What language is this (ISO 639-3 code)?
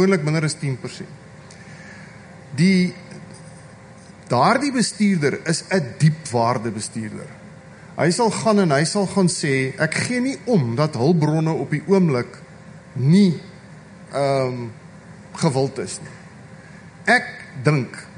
afr